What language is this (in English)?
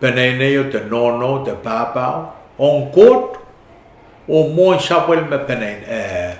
Pohnpeian